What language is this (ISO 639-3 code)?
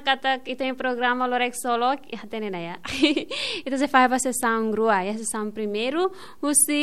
tet